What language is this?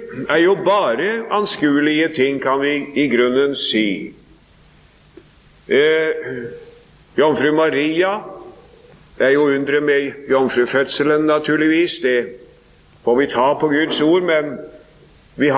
Norwegian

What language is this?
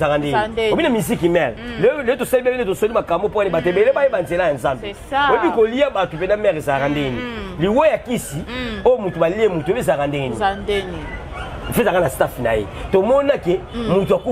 Lingala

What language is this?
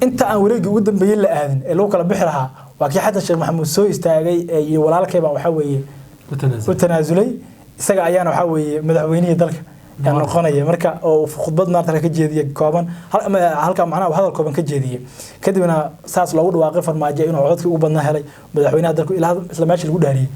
Somali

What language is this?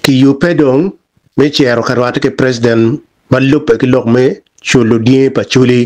Acoli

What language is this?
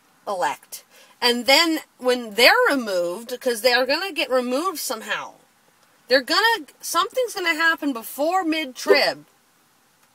English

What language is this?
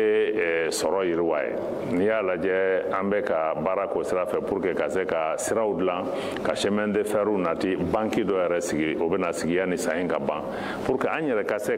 Bambara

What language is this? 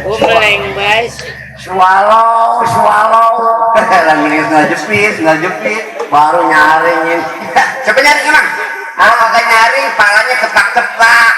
Betawi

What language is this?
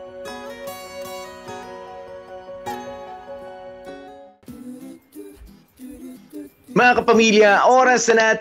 Filipino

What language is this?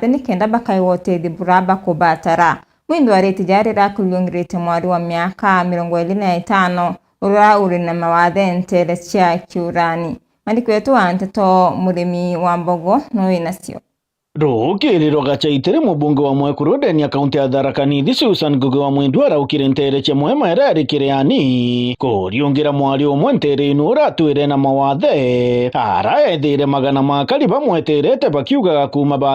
Meru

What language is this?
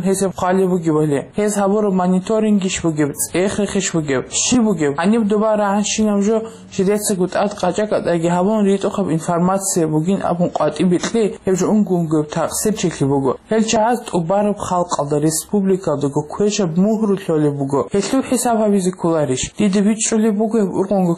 Avaric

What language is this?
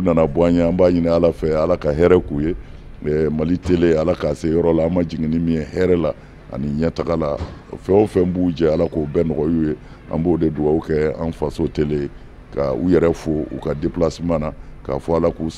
Bambara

